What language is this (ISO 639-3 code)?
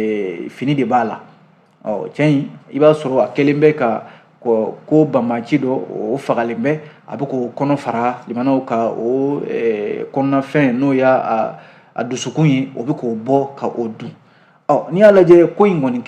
bam